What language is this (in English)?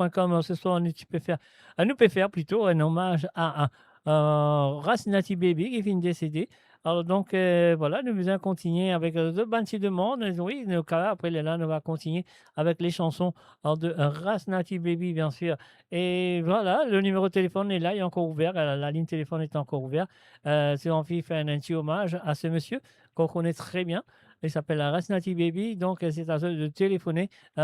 Morisyen